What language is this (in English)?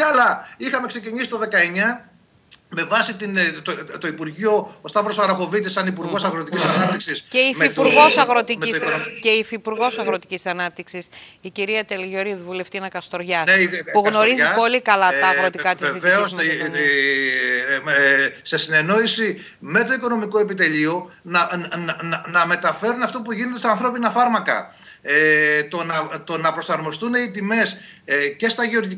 Greek